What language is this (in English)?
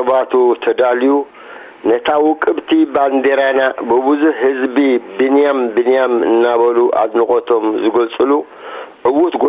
Tigrinya